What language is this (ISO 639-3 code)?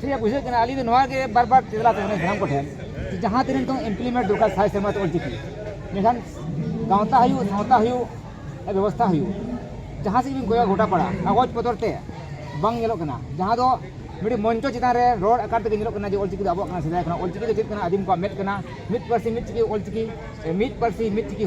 sat